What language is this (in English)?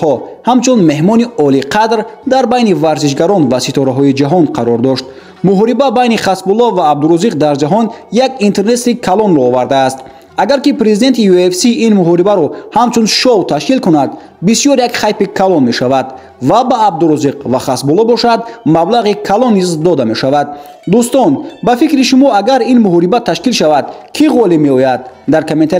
Tajik